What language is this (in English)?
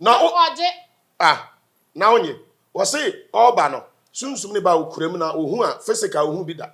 Akan